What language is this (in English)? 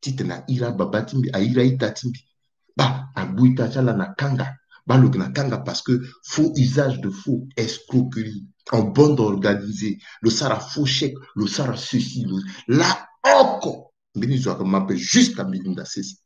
Sango